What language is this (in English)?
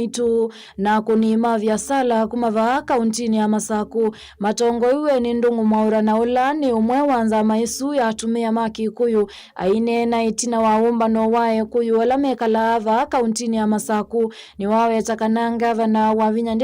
Kamba